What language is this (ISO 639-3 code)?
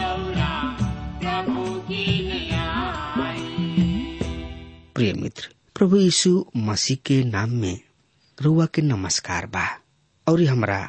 bho